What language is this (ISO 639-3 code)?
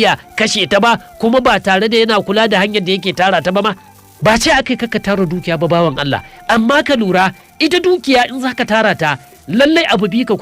hau